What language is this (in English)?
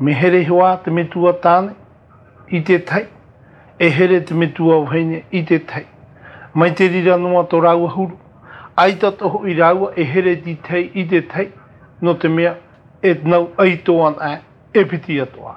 Tahitian